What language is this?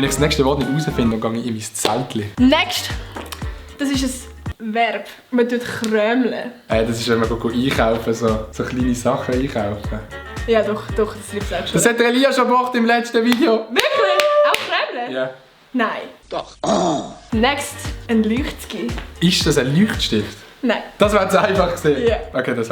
Swiss German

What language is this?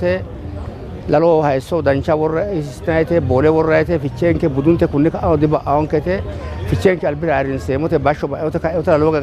Sidamo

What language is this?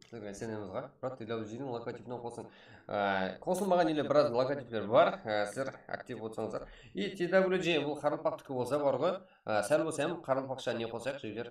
Kara-Kalpak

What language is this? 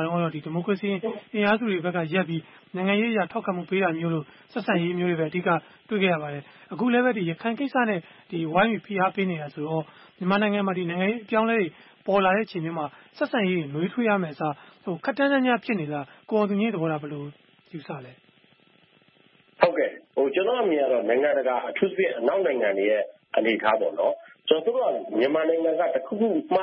Burmese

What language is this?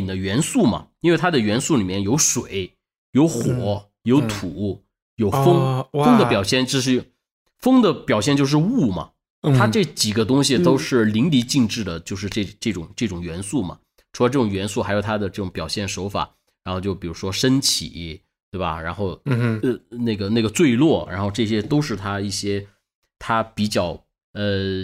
Chinese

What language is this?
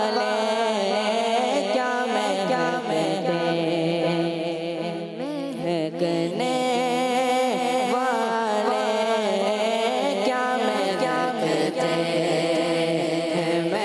Hindi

